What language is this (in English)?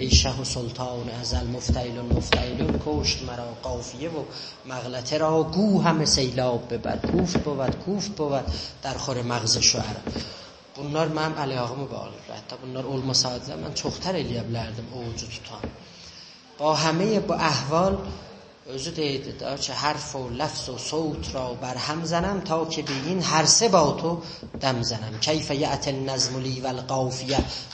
South Azerbaijani